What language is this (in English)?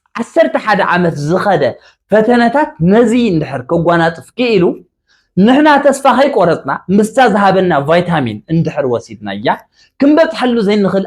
Tigrinya